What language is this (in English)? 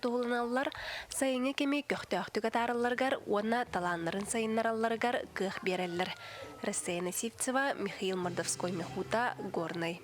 Yakut